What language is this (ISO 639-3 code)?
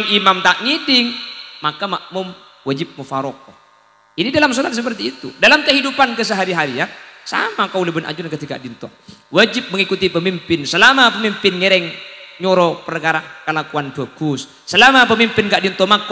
mad